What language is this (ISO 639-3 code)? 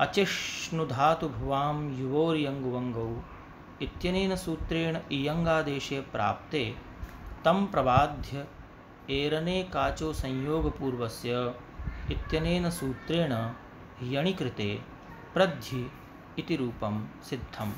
san